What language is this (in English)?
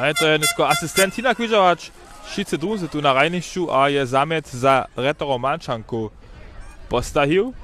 Upper Sorbian